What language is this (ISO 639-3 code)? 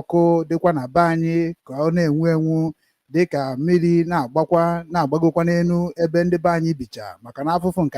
ibo